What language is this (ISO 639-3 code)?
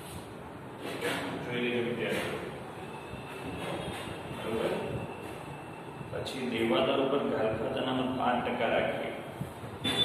guj